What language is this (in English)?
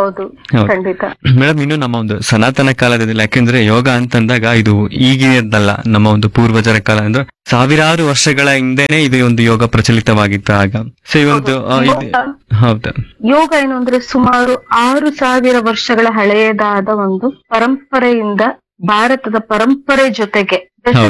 Kannada